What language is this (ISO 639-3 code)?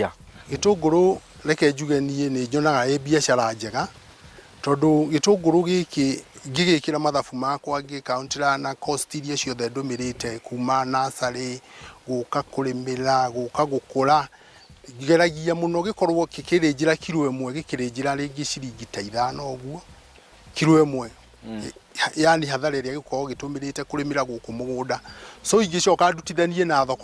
kik